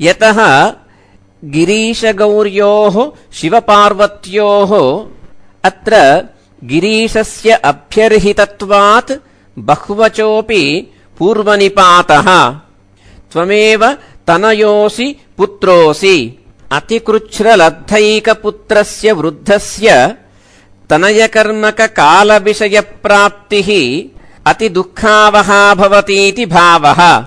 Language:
Sanskrit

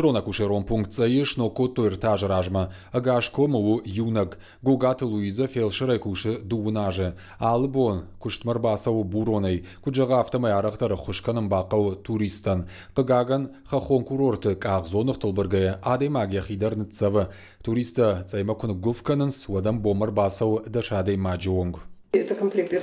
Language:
Ossetic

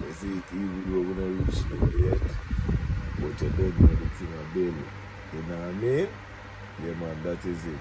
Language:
Jamaican Creole English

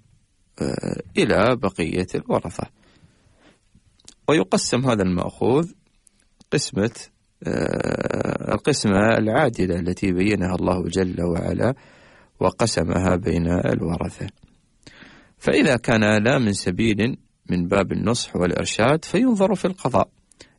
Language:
Arabic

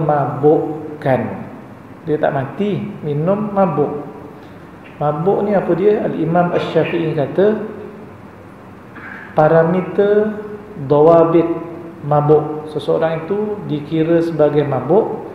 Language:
Malay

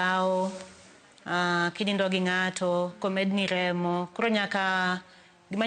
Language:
Luo (Kenya and Tanzania)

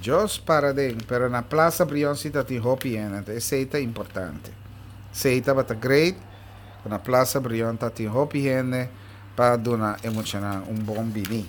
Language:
Papiamento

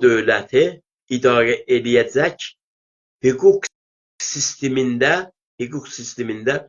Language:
South Azerbaijani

